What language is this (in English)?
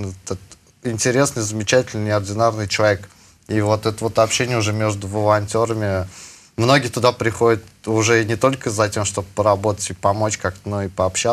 Russian